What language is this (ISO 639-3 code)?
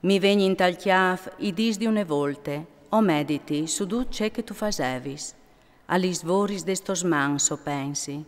fur